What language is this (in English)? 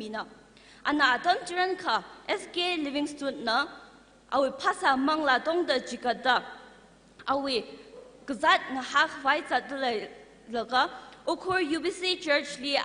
Tangkhul Naga (India)